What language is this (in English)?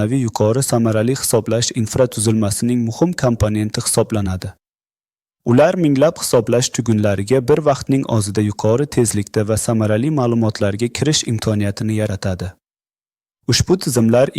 Uzbek